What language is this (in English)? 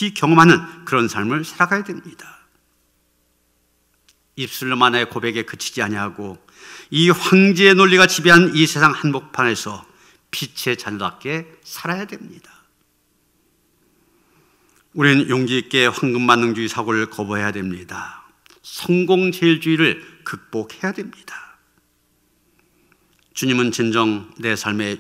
Korean